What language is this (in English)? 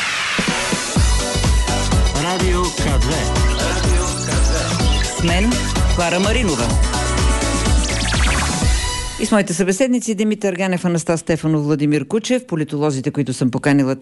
Bulgarian